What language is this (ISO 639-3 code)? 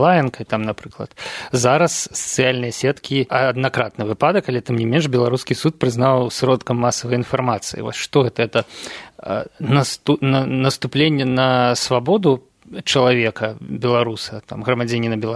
bel